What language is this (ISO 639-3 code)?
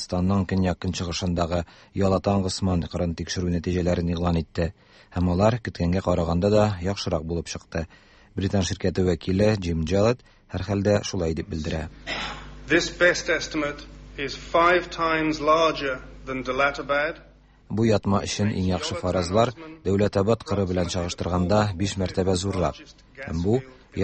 tat